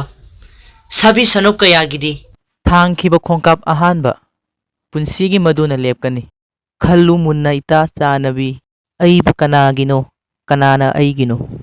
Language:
Manipuri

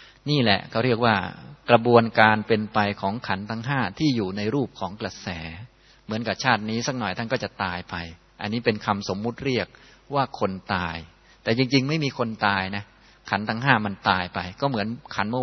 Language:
Thai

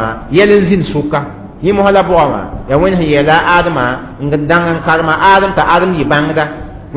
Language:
Mossi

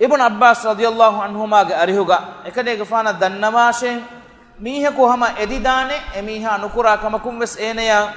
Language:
Divehi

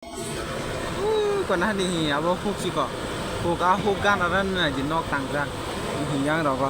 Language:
Kok Borok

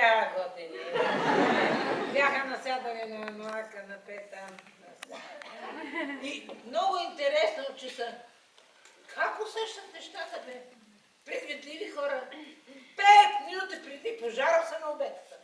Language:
Bulgarian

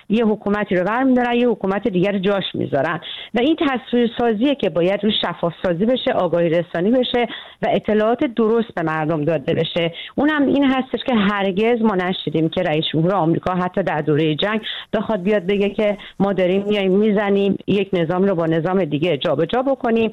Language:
Persian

